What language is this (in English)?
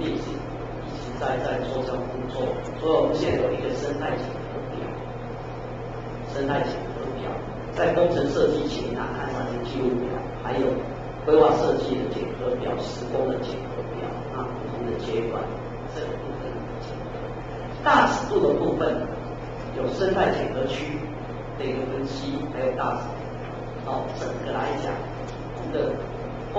Chinese